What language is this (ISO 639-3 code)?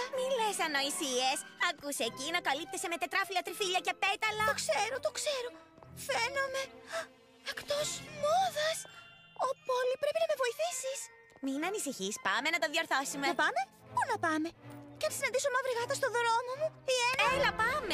ell